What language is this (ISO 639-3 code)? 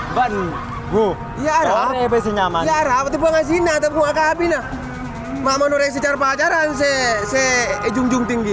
mad